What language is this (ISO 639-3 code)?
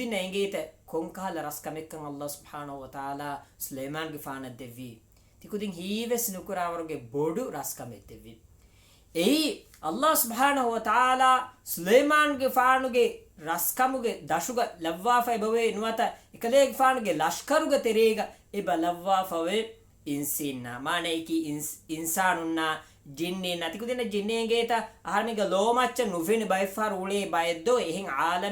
div